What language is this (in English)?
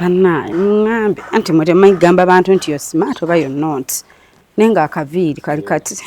Ganda